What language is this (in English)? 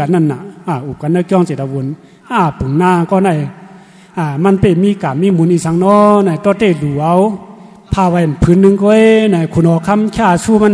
Shan